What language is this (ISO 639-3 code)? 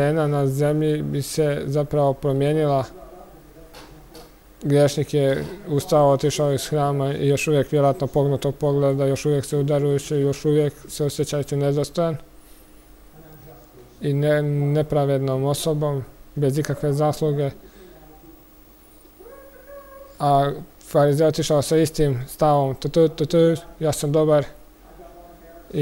hrv